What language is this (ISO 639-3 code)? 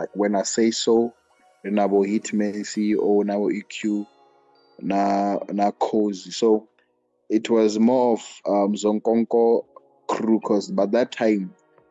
ven